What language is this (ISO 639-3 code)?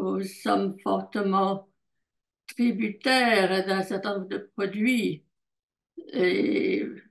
fra